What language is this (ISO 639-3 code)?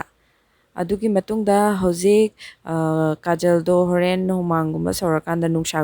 mni